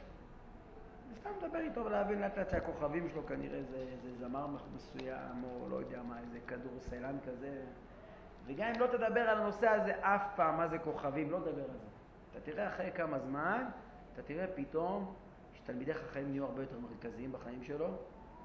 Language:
Hebrew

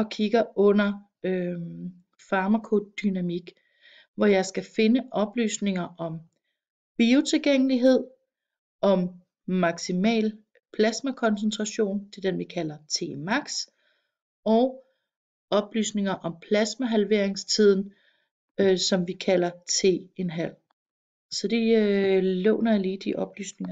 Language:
Danish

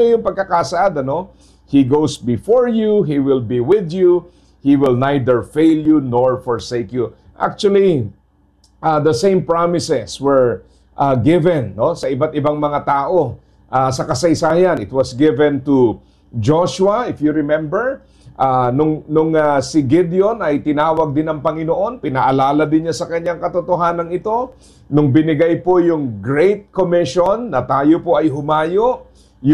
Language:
Filipino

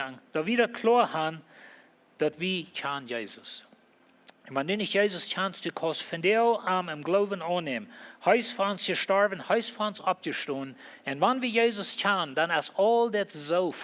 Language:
Plautdietsch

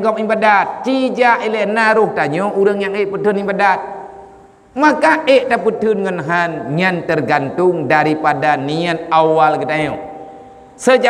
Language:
Achinese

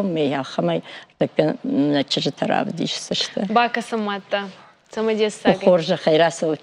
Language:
Ossetic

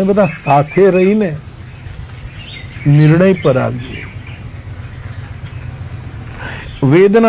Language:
Gujarati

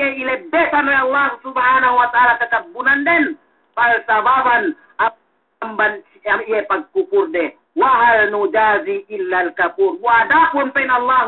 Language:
Yakan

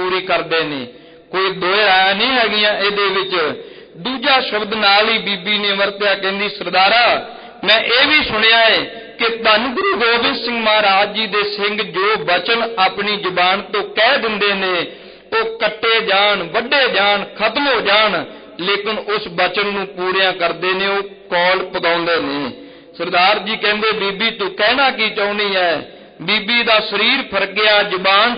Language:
Punjabi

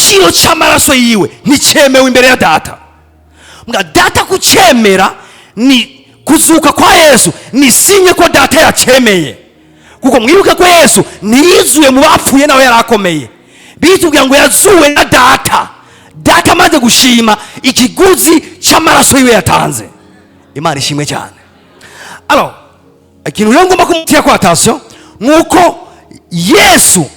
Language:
Rundi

